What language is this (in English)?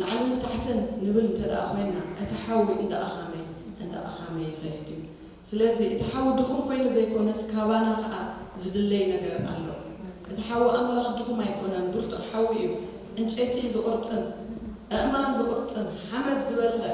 Tigrinya